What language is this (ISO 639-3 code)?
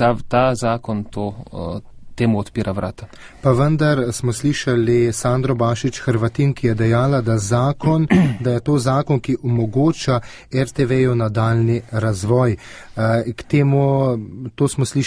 slv